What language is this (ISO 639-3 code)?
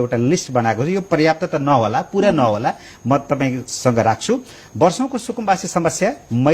nep